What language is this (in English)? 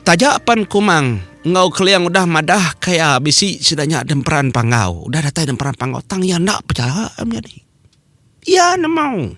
Iban